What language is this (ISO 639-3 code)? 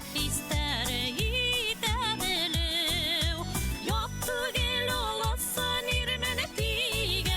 bak